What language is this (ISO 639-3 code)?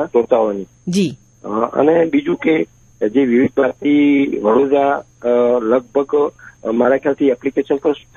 guj